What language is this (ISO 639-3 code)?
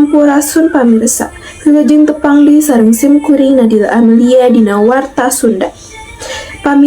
sun